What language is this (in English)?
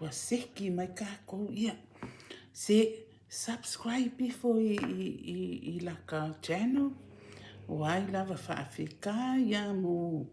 Samoan